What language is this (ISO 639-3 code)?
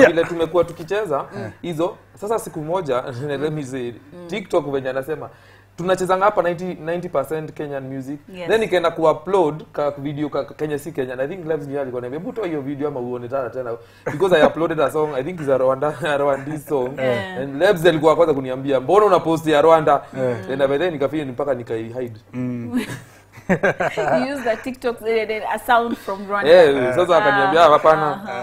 swa